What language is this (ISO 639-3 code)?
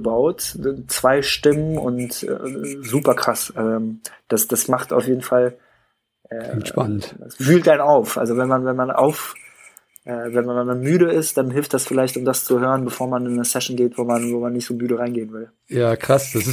deu